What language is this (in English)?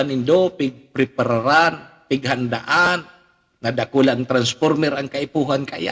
Bikol